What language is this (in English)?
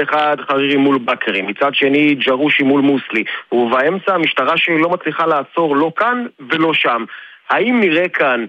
Hebrew